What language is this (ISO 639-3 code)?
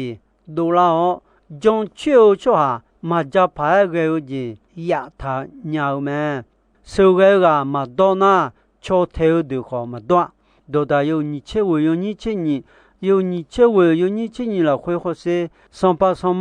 ahk